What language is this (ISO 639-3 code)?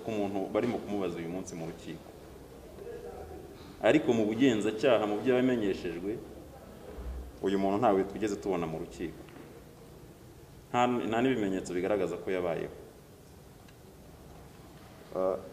kin